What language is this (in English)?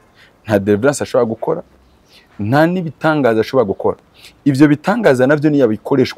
Rundi